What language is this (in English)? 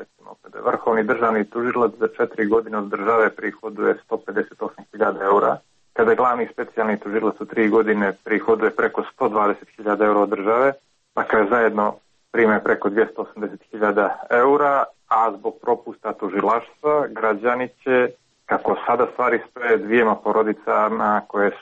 Croatian